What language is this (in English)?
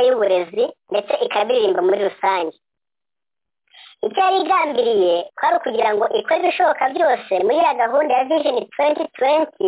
Kinyarwanda